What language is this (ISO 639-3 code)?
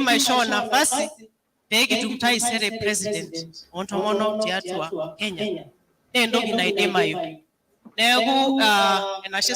mas